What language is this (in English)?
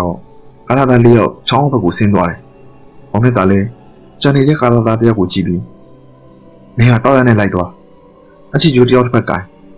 Burmese